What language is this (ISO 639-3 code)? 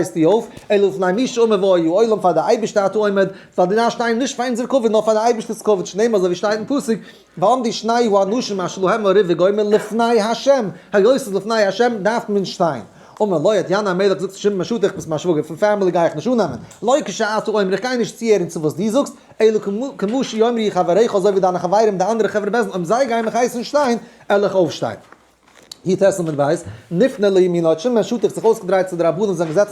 yid